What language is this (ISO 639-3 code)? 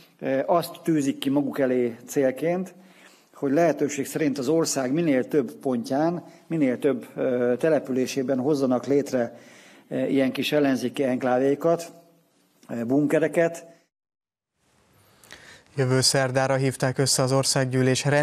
hun